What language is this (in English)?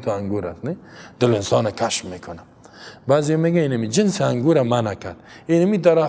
Persian